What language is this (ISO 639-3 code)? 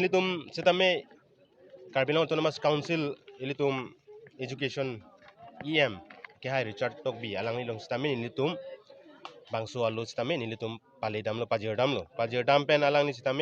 mjw